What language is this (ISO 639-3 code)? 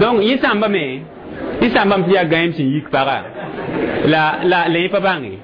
mos